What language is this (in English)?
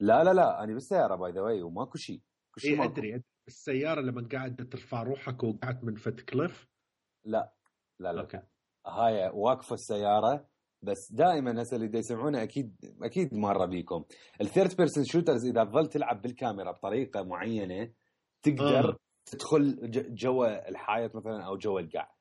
Mesopotamian Arabic